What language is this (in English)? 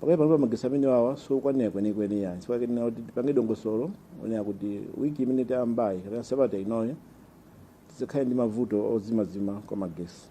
Nyanja